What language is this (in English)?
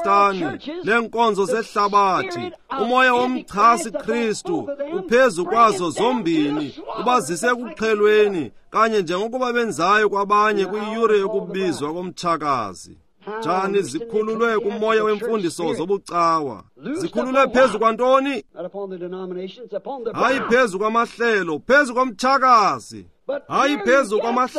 Xhosa